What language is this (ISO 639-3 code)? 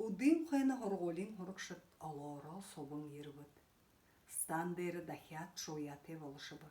bua